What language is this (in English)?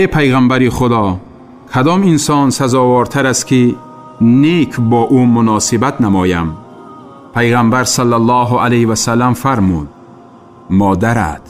Tajik